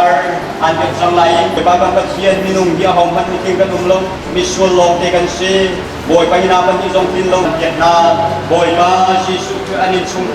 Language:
Hakha Chin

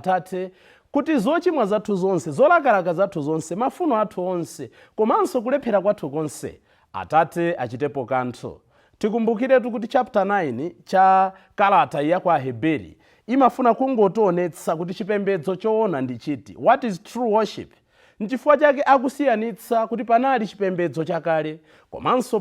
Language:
Nyanja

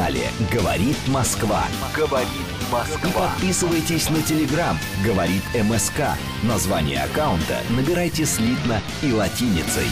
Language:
Russian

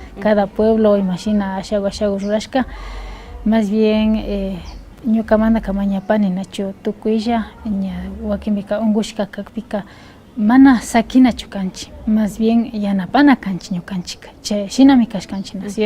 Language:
Imbabura Highland Quichua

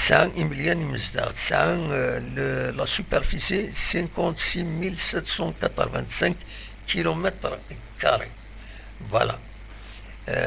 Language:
Kabyle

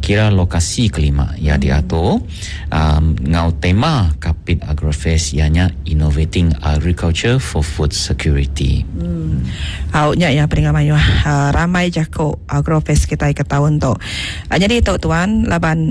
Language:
Iban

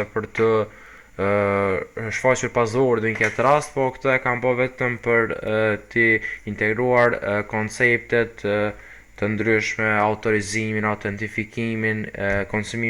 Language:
Albanian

